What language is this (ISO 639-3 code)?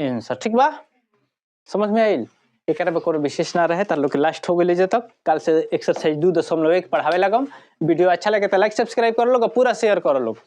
bho